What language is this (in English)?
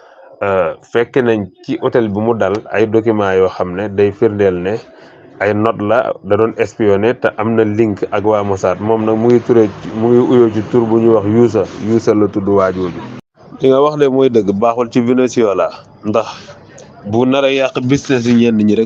Wolof